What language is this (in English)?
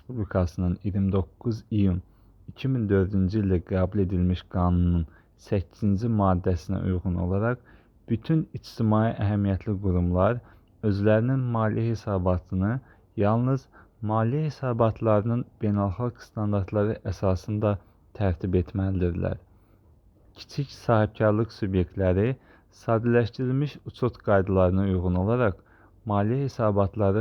Azerbaijani